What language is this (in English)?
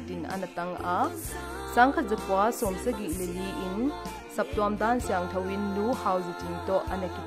Paite Chin